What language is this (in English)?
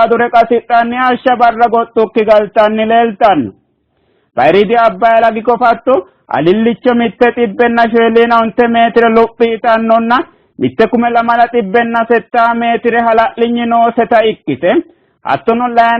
Sidamo